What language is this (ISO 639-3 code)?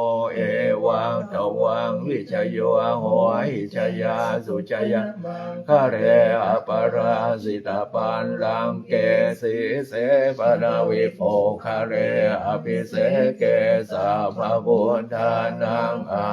pli